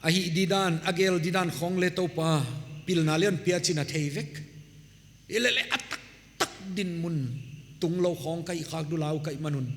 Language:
Paite Chin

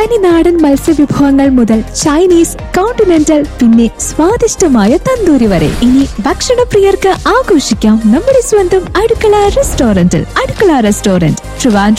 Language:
Malayalam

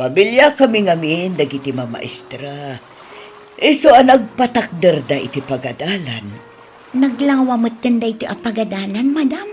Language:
Iloko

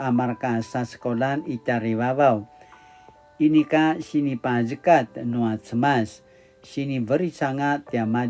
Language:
Paiwan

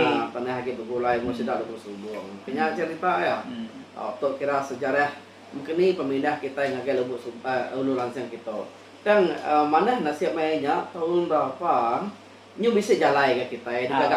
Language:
Iban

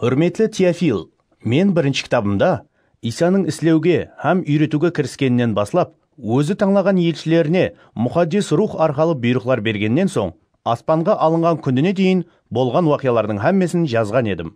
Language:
Kara-Kalpak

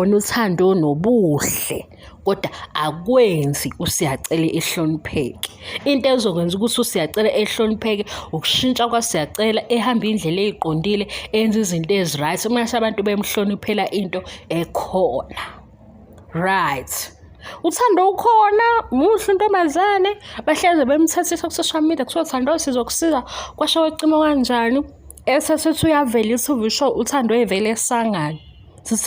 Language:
Zulu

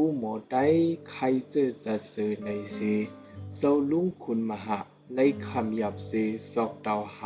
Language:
Shan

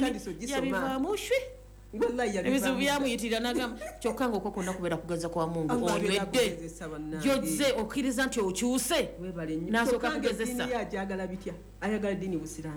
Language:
Ganda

